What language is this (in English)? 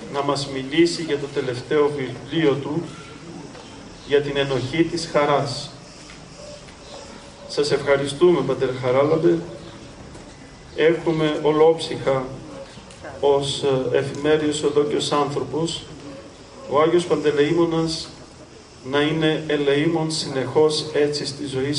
Greek